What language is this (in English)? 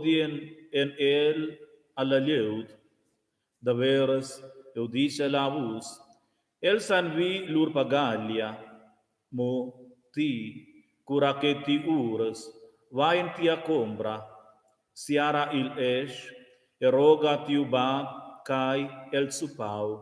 Romansh